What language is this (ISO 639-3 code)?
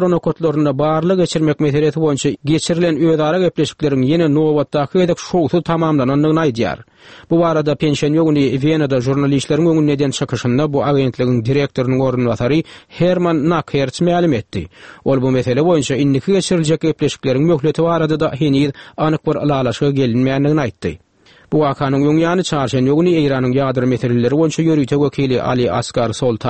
tuk